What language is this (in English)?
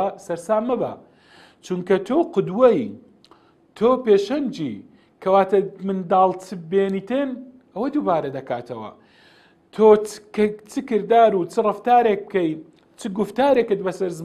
Central Kurdish